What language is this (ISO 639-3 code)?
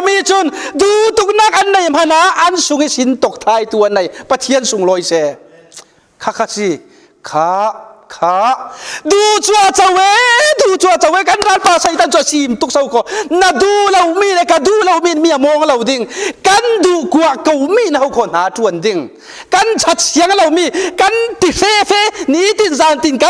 cfm